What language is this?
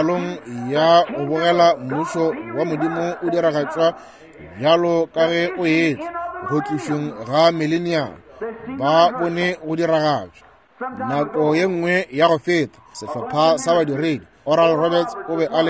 Northern Sotho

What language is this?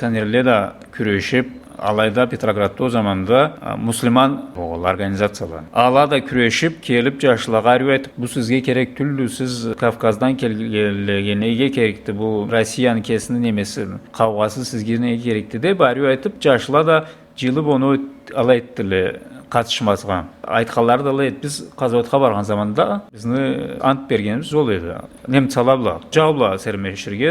Karachay-Balkar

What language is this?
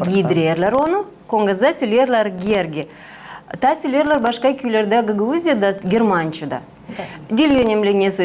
Gagauz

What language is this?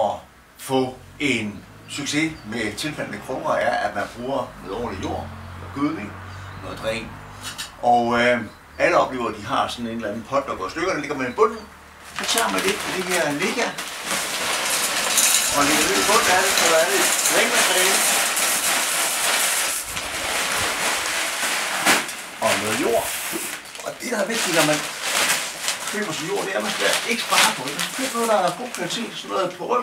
Danish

